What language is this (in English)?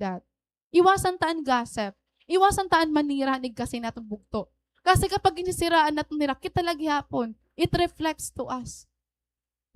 Waray